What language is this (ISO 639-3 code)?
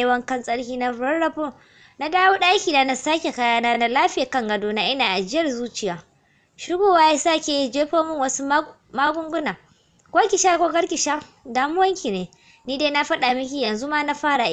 hau